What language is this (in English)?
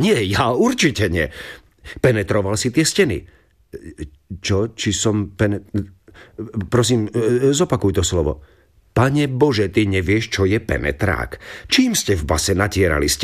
Slovak